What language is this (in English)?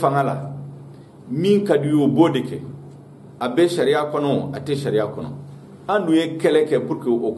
Bambara